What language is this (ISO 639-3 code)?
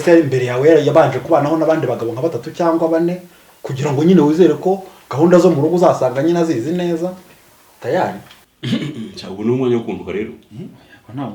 kin